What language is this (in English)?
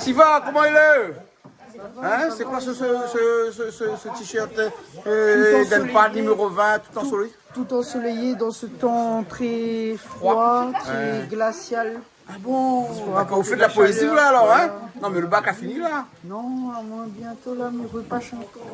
Réunion Creole French